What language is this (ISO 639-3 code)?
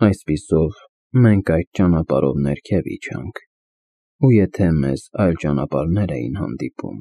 hye